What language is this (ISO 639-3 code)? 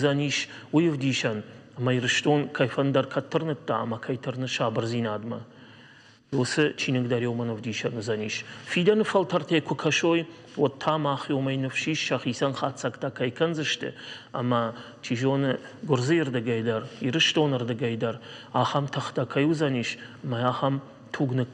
oss